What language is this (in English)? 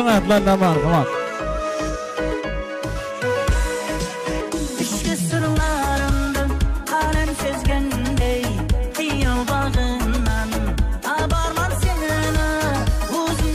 Kara-Kalpak